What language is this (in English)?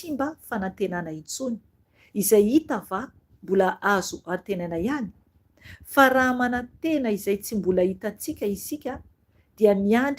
Malagasy